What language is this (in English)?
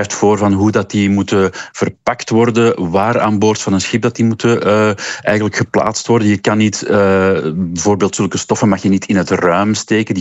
Dutch